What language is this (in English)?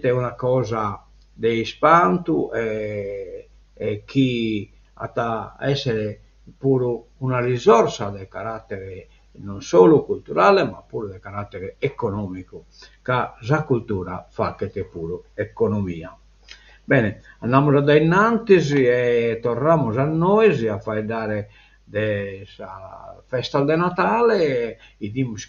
Sardinian